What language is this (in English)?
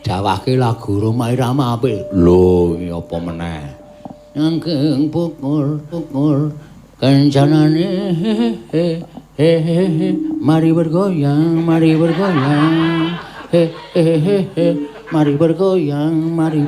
Javanese